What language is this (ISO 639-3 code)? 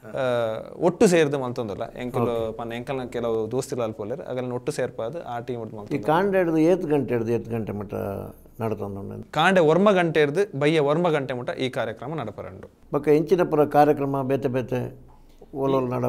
tcy